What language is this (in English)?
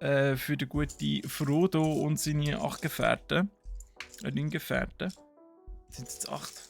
Swiss German